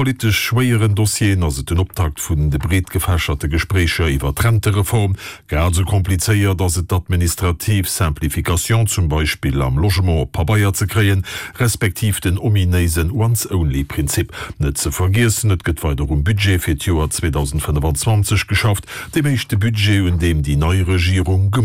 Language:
Luxembourgish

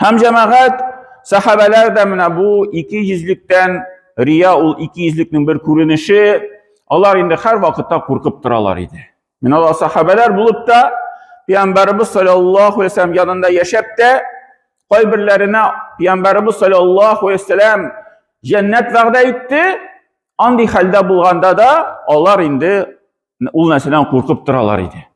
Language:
Tatar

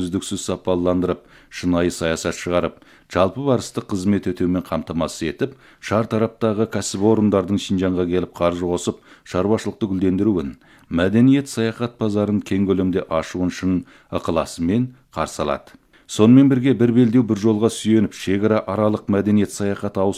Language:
Kazakh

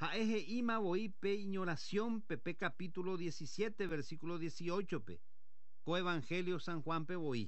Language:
Guarani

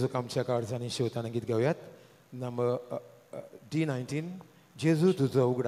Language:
Konkani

